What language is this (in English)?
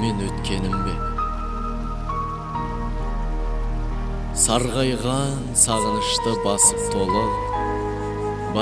Kazakh